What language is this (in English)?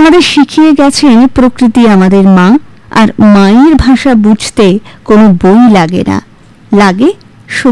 Bangla